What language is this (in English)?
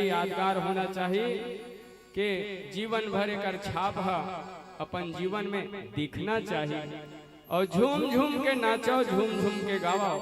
Chhattisgarhi